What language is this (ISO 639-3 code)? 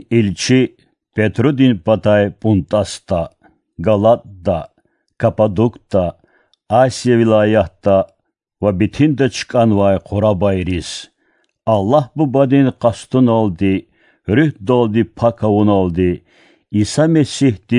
lez